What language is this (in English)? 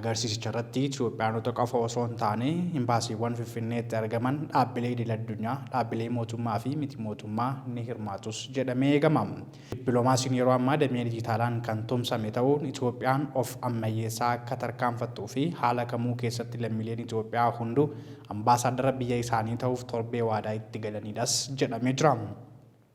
Oromo